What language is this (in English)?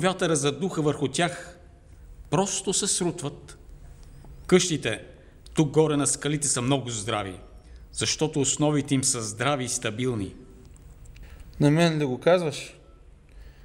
Bulgarian